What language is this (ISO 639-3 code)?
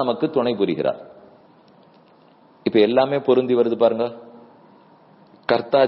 tam